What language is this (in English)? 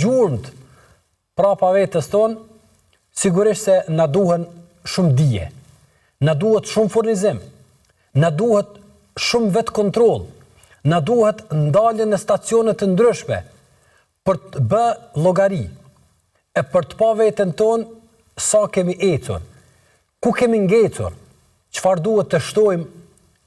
Albanian